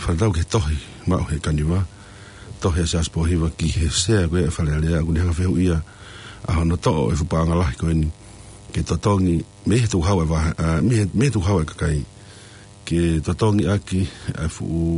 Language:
Tongan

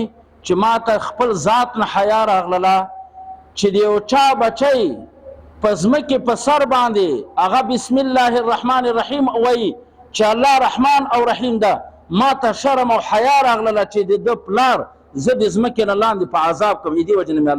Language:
Pashto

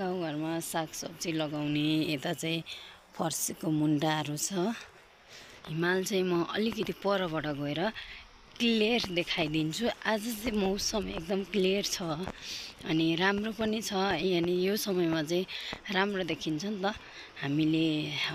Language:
Nepali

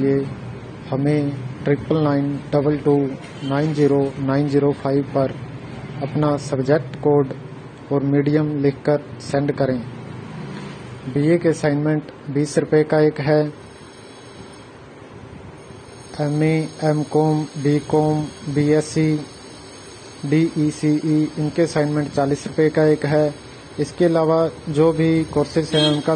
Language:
Hindi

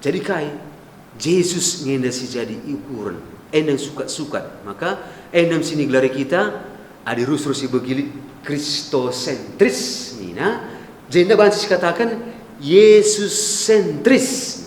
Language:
Batak Karo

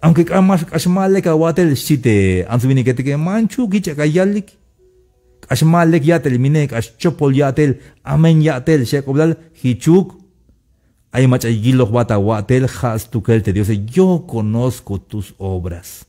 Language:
Tzeltal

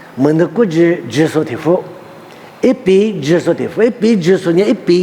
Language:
Lisu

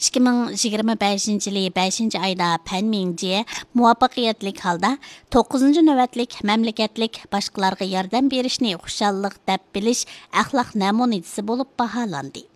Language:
Uyghur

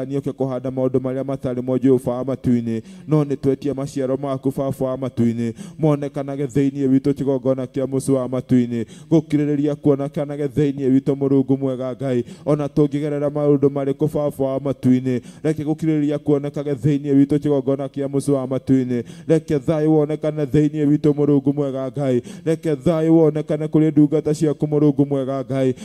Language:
Kikuyu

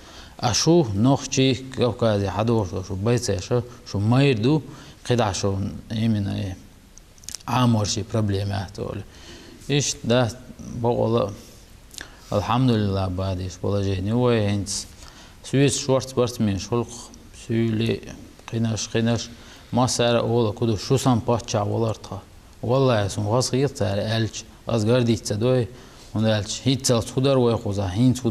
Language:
Chechen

